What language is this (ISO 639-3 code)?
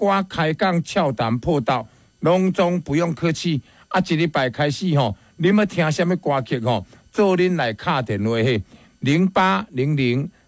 nan